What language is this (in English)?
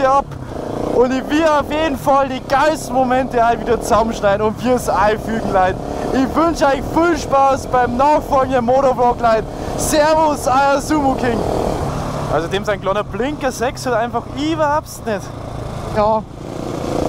Bavarian